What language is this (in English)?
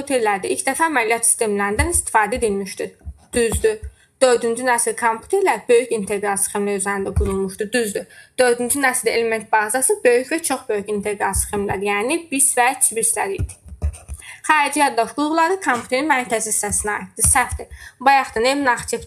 Azerbaijani